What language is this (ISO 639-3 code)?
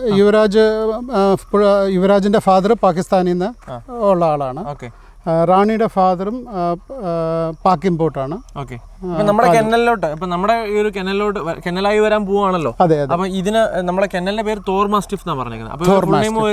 mal